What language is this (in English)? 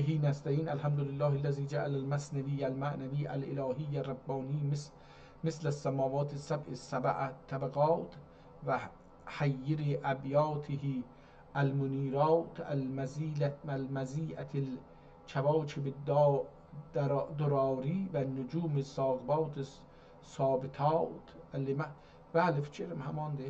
South Azerbaijani